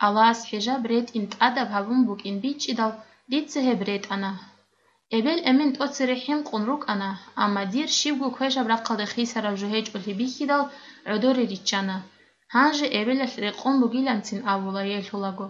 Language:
Avaric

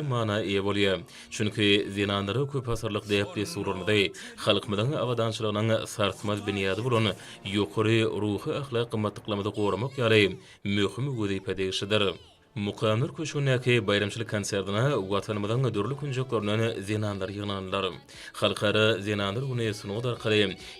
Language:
Turkmen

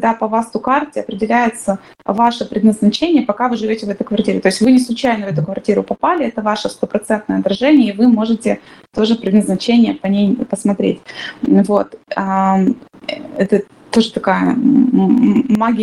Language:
Russian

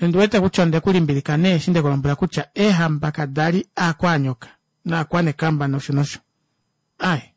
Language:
Kuanyama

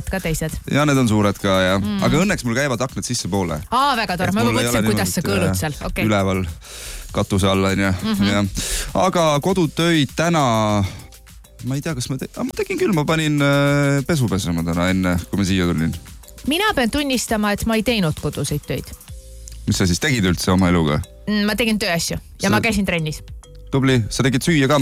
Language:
Estonian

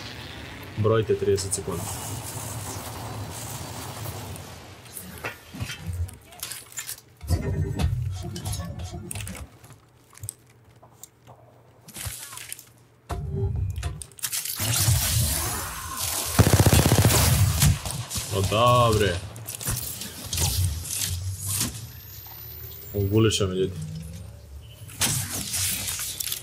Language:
Croatian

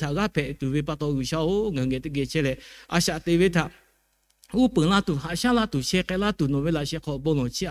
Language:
Lahu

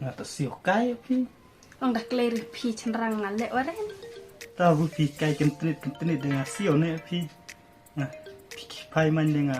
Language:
Khasi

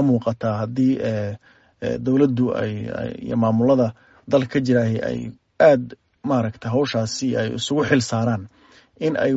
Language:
Somali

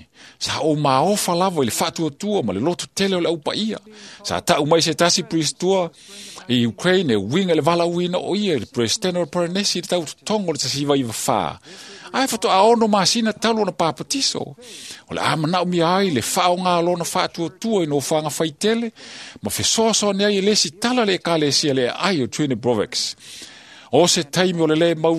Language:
Samoan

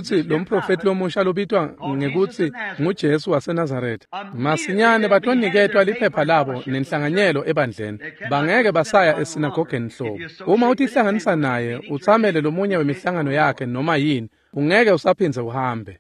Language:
Swati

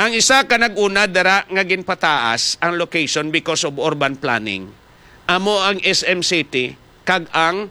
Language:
Hiligaynon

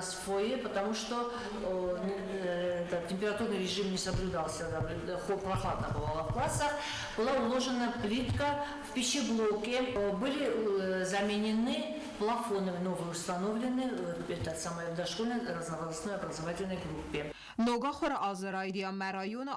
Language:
Ossetic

